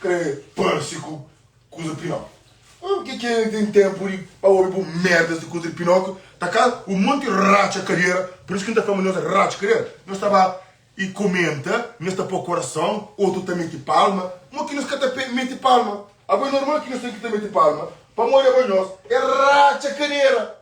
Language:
Kabuverdianu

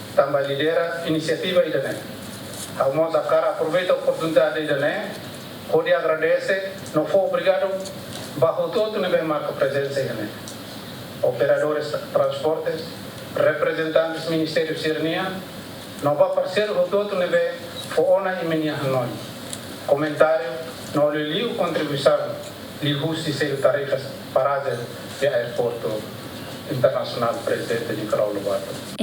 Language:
Tetum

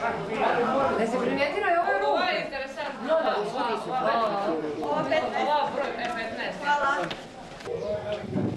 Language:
Croatian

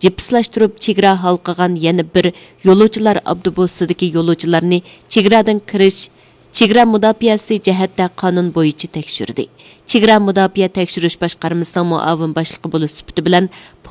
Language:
Uyghur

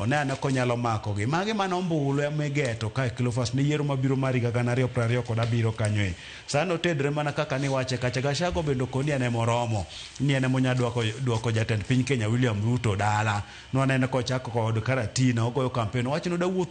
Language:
Luo (Kenya and Tanzania)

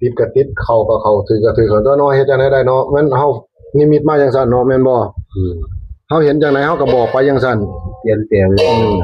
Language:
Northeastern Thai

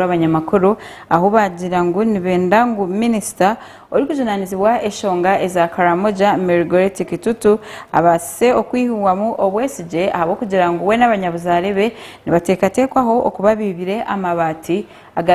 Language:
Nyankole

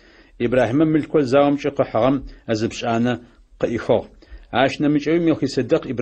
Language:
Adyghe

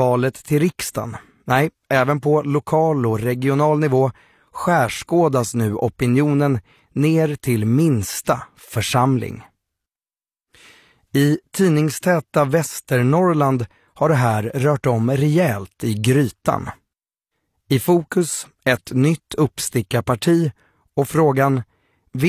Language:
Swedish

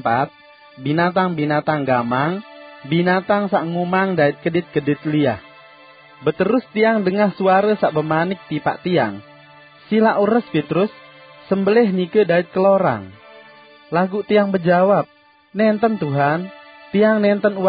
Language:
Sasak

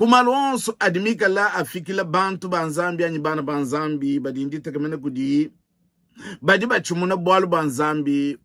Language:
Luba-Lulua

